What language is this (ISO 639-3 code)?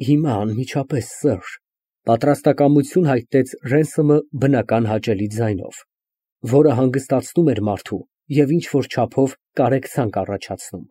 hye